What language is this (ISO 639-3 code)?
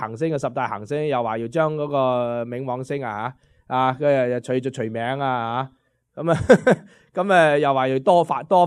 yue